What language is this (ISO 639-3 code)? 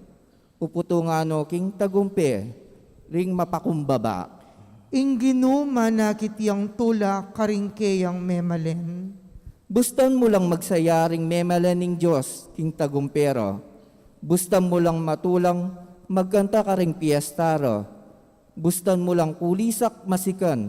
pam